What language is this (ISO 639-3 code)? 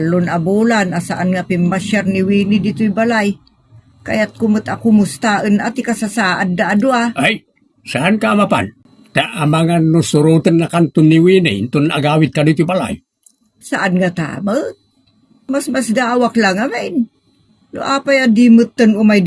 ilo